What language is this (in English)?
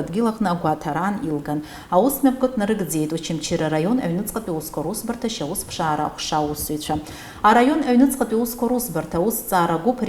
Abkhazian